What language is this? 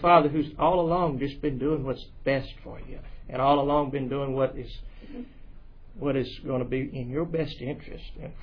English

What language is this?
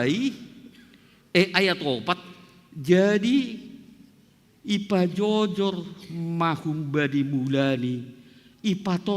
Batak Simalungun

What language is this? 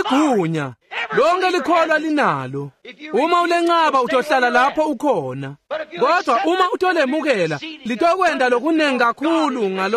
Swati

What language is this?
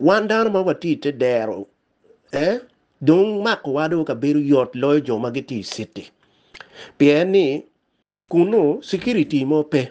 Acoli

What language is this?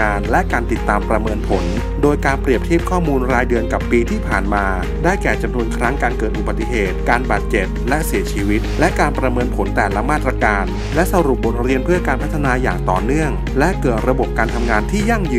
Thai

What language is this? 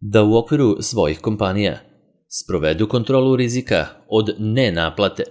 Serbian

